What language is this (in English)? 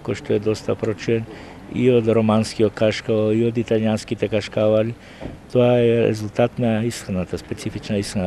Macedonian